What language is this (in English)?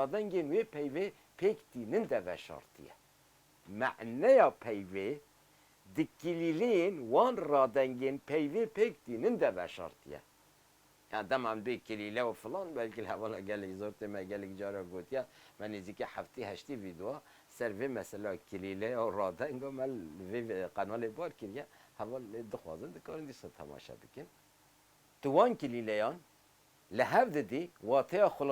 Kurdish